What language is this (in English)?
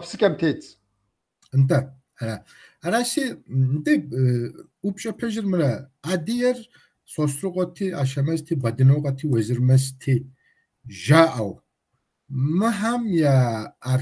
Kabardian